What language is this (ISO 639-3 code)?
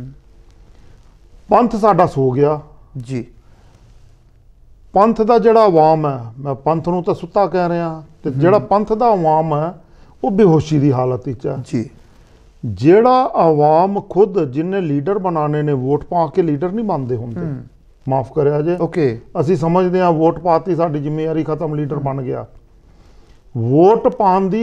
pan